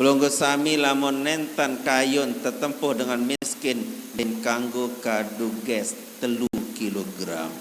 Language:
Sasak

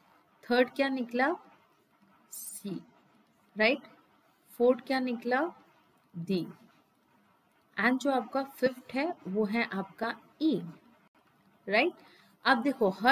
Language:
Hindi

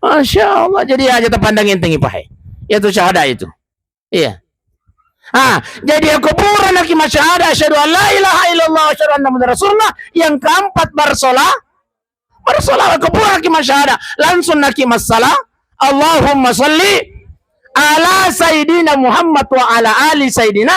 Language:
Buginese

